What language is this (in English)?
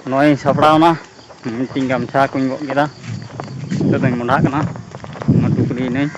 Santali